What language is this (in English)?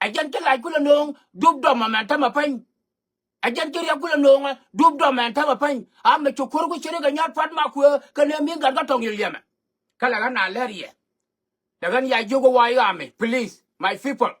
Nuer